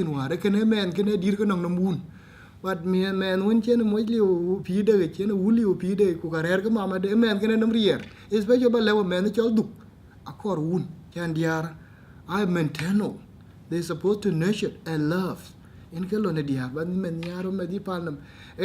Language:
Dinka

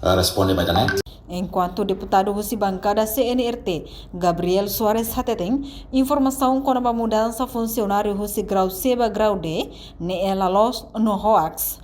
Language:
Tetum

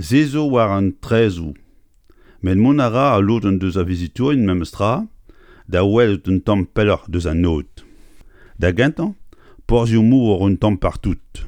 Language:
Breton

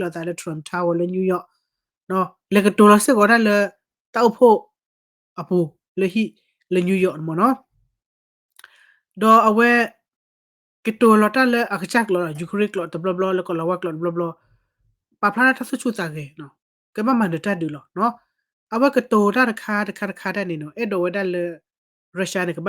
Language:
S'gaw Karen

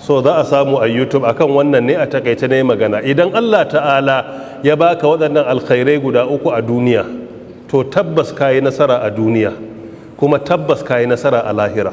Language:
Hausa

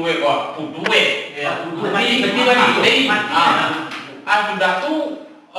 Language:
Minangkabau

